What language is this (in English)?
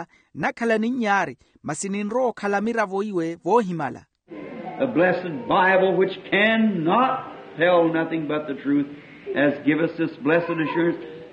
Makhuwa